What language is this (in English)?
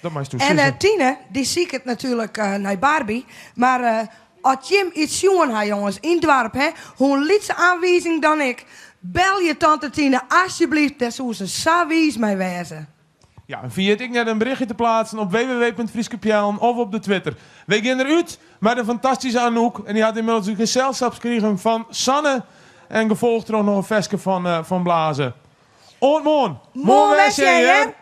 Western Frisian